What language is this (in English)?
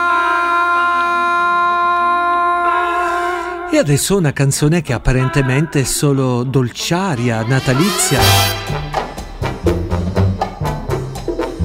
Italian